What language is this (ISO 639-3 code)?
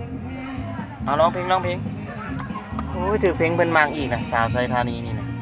lao